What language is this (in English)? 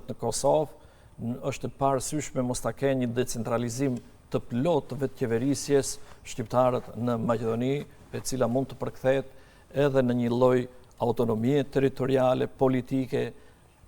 Albanian